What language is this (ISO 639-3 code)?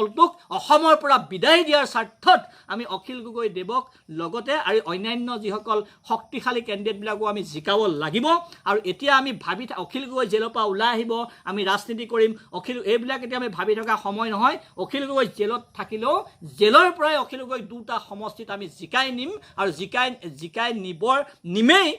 asm